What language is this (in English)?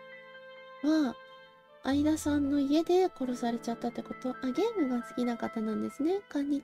Japanese